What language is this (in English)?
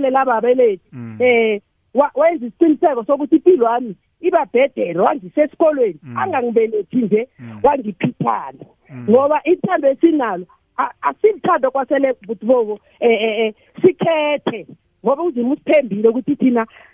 South Ndebele